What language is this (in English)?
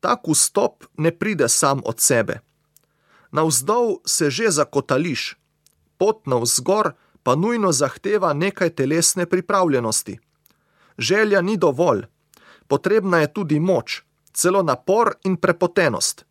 Slovenian